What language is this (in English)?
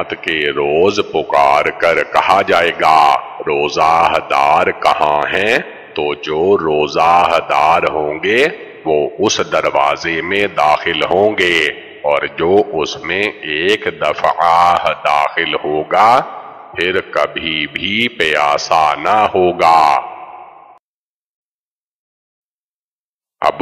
Urdu